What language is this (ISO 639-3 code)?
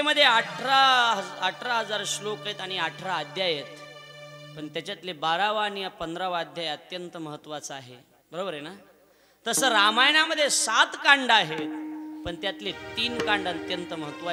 mar